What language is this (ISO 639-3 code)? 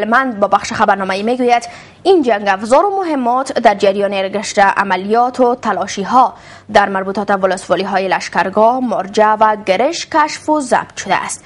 fas